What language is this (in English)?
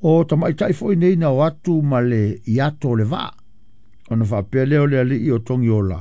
Samoan